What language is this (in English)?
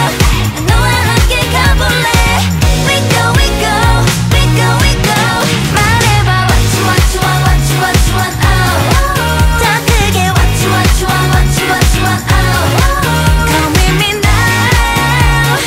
Korean